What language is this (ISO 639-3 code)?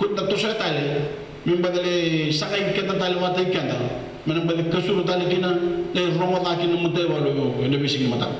fij